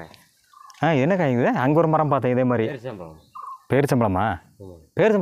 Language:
Tamil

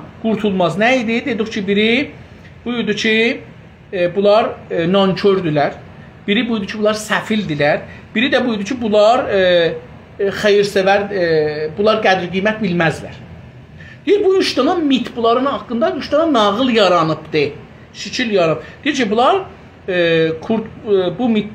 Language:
South Azerbaijani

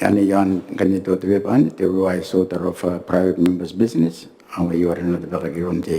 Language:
Gilbertese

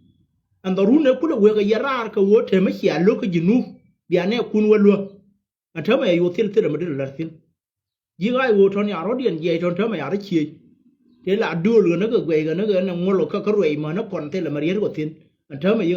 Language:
Nuer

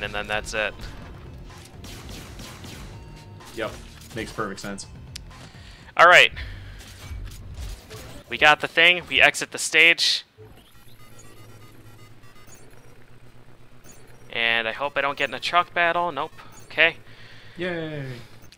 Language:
English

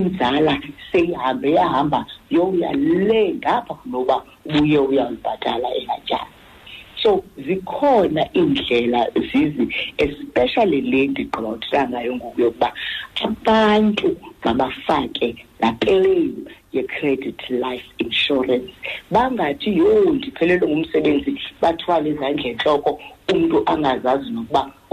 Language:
Xhosa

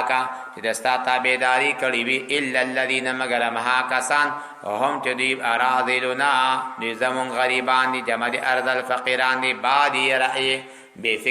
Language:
Pashto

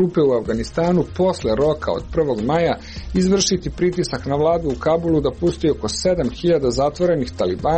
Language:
Serbian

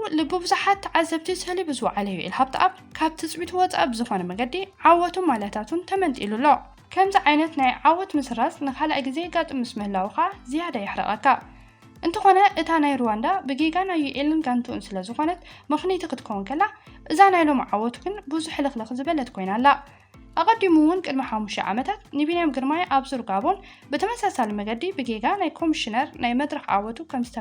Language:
Tigrinya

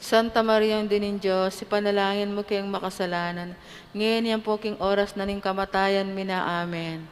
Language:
Pampanga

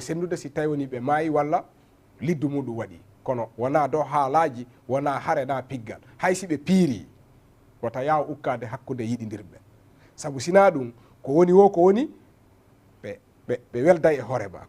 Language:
Fula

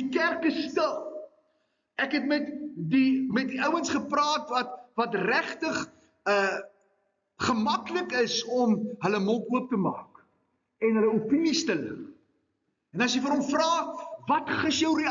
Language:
Afrikaans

